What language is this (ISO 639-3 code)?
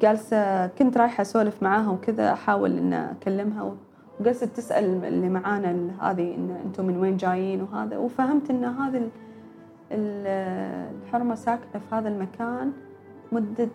afb